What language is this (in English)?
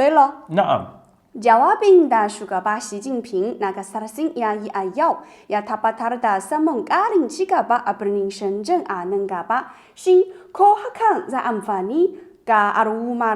Hausa